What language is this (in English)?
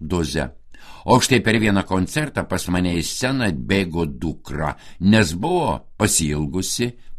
Lithuanian